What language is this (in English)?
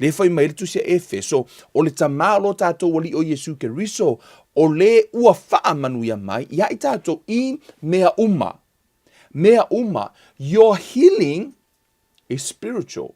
Samoan